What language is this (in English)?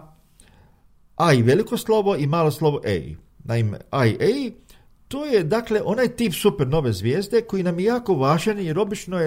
Croatian